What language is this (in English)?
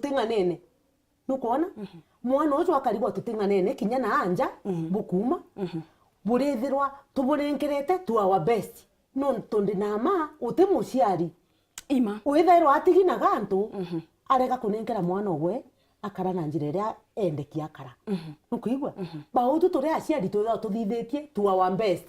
Meru